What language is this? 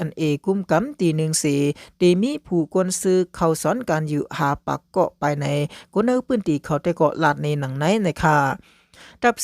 Shan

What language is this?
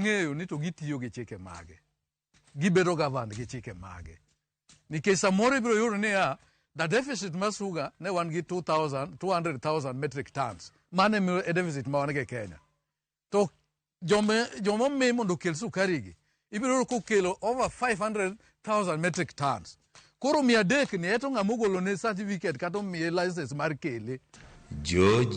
Luo (Kenya and Tanzania)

